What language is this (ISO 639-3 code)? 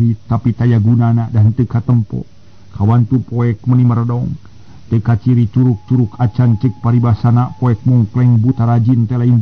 sun